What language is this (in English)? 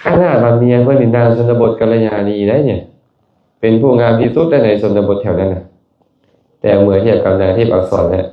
Lao